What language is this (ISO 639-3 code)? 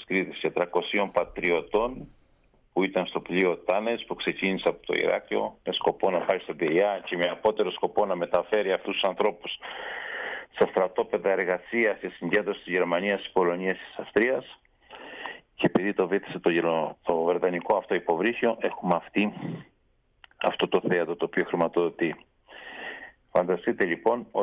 ell